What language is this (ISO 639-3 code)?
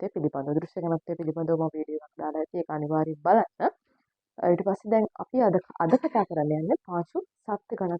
sin